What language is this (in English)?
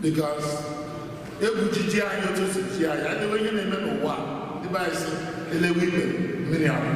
Igbo